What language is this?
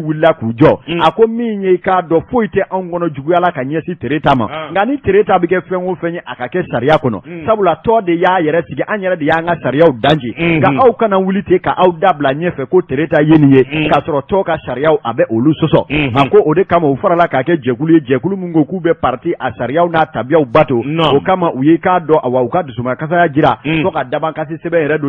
Bambara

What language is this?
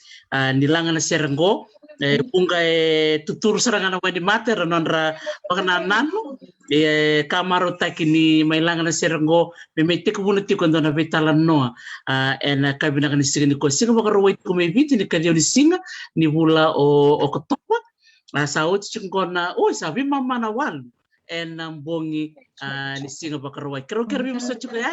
Fijian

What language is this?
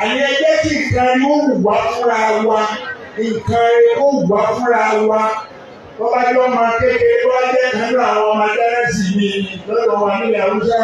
Yoruba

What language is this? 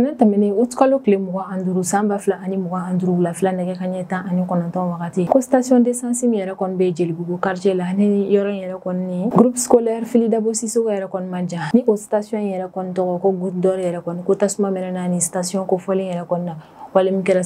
Bambara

